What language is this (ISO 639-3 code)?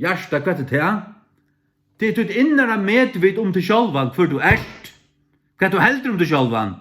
fao